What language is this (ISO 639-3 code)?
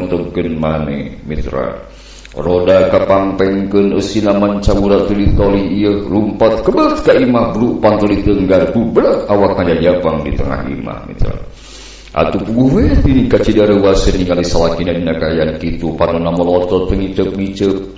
sun